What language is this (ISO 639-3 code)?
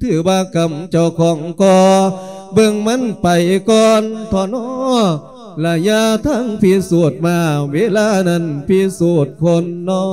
lao